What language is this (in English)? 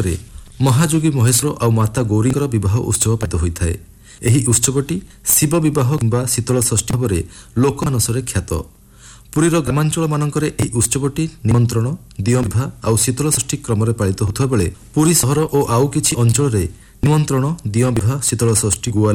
Odia